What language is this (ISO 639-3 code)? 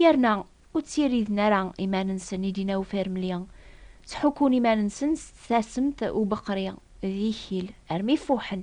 kab